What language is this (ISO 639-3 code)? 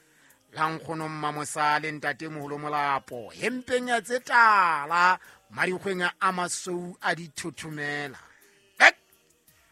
sot